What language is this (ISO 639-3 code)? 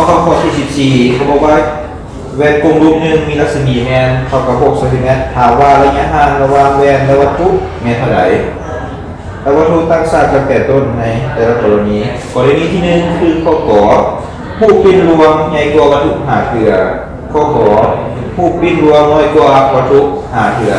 lao